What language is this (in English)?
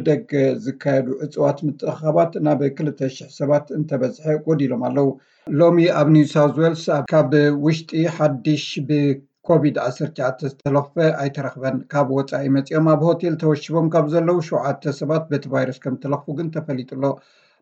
Tigrinya